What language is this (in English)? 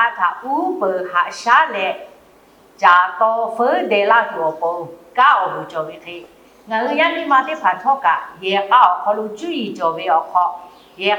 Lahu